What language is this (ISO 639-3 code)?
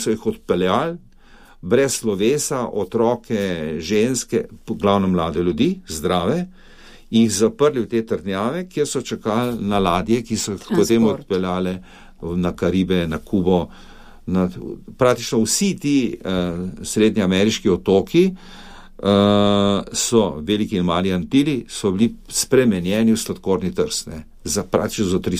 slv